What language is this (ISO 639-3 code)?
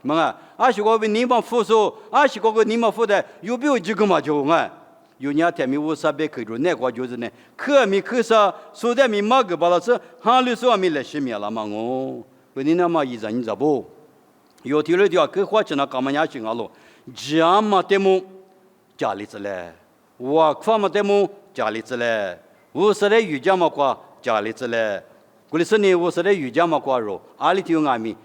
lis